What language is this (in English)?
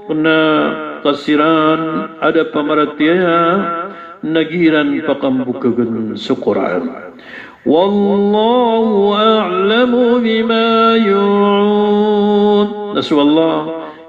Maranao